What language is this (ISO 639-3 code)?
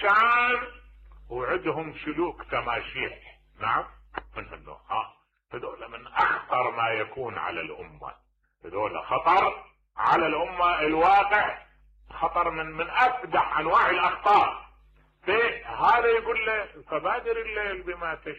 acm